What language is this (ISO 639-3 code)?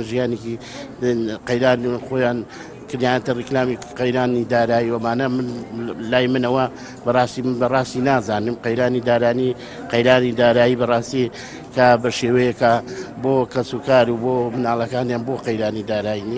ckb